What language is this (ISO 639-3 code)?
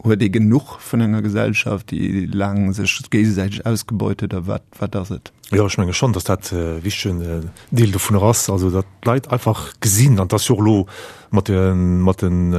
ltz